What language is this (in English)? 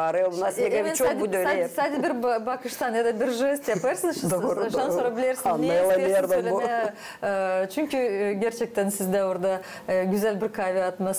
Gagauz